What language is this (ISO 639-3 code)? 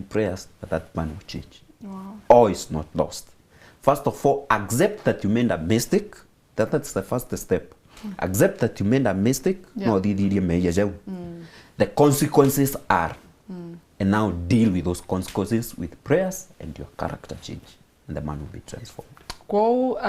mer